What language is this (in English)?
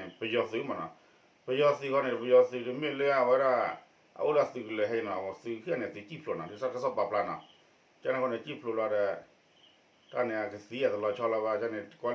S'gaw Karen